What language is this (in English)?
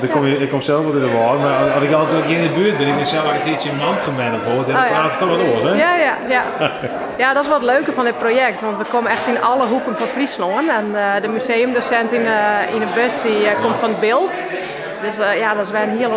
Western Frisian